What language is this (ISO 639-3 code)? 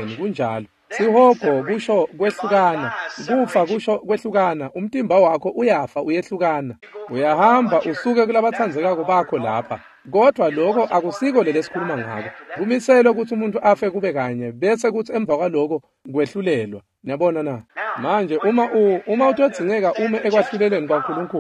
ssw